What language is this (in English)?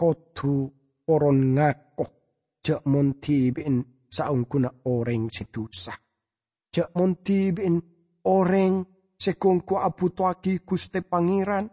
Madurese